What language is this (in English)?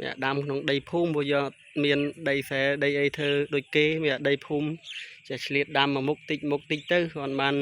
Khmer